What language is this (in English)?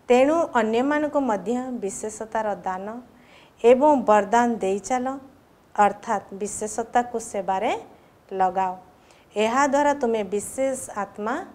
Odia